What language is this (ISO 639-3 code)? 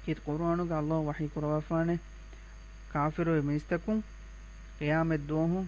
div